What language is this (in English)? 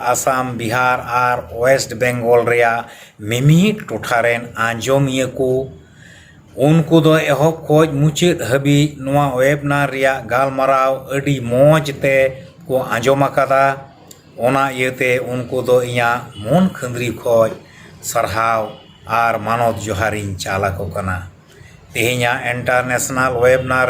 Santali